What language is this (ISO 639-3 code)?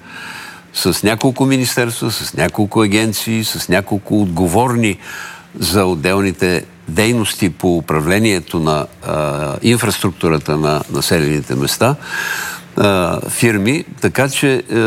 bul